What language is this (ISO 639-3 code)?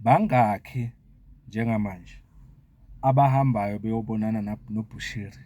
zul